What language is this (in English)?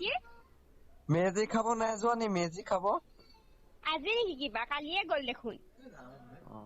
Assamese